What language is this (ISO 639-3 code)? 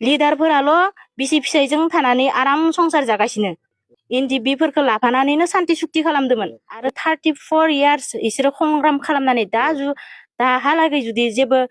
brx